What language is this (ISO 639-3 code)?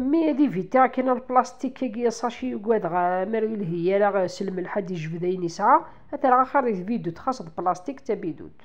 kab